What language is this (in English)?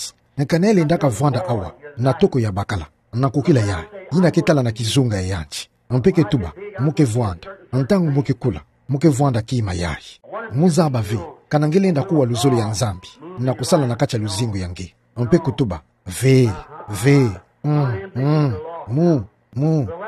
Kituba (Democratic Republic of Congo)